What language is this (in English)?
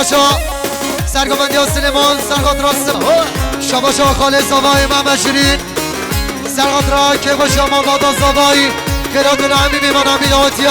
Kurdish